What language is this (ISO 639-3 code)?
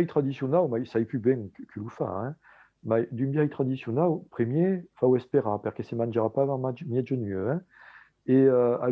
oci